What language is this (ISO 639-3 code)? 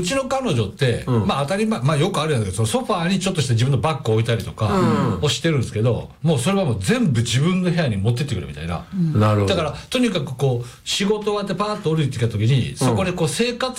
jpn